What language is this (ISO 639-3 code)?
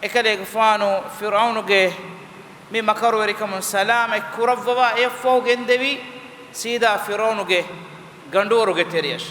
div